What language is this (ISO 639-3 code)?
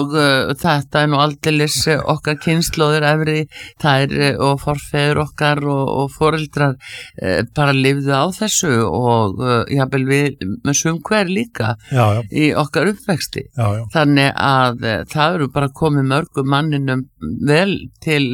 isl